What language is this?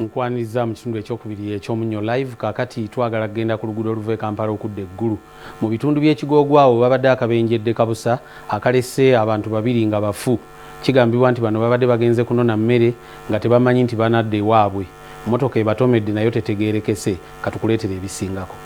Ganda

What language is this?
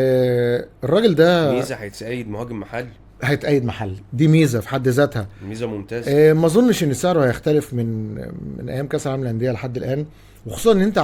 Egyptian Arabic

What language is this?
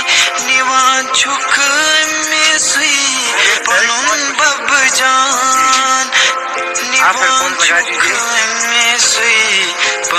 Kashmiri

